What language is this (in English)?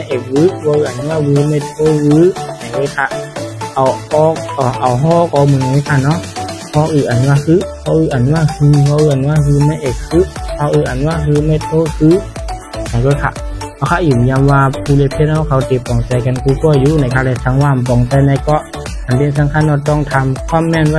Shan